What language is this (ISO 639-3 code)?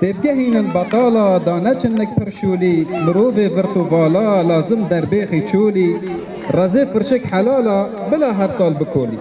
kur